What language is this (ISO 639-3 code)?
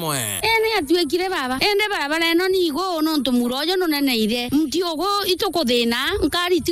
mer